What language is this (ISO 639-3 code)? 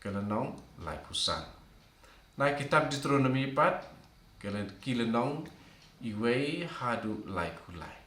kha